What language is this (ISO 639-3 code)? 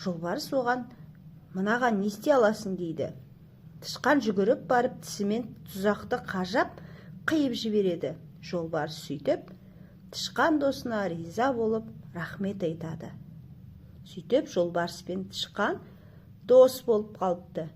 kaz